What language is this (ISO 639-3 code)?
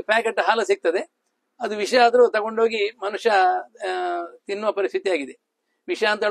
kan